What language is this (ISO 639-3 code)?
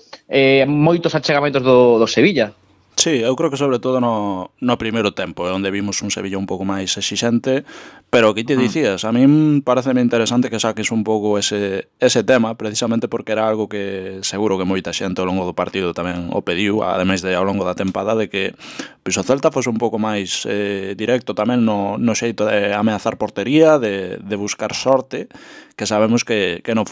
glg